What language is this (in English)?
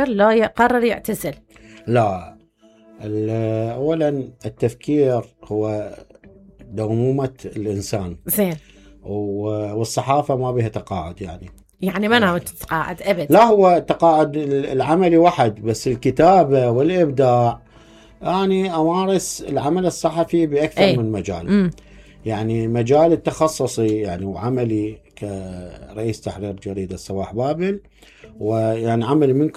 Mesopotamian Arabic